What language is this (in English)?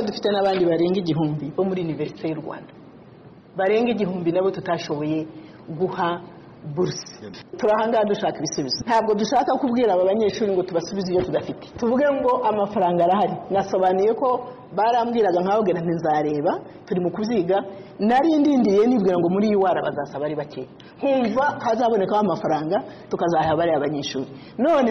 Kinyarwanda